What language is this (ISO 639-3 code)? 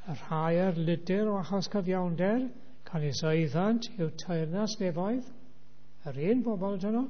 cym